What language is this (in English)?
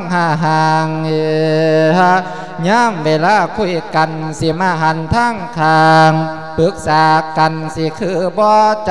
Lao